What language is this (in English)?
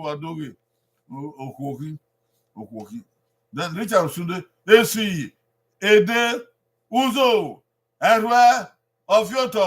Bini